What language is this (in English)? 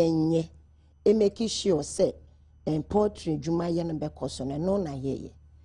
Akan